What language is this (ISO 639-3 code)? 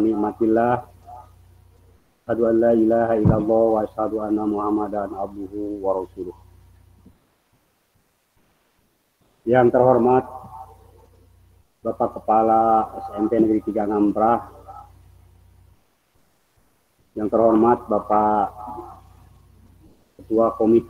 ind